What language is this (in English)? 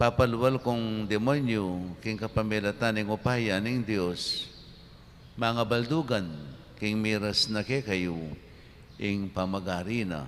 Pampanga